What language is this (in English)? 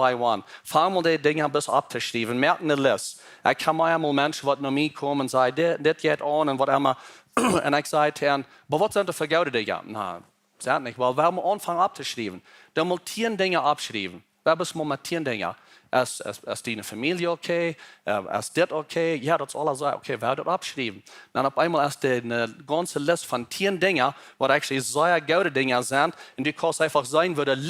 Plautdietsch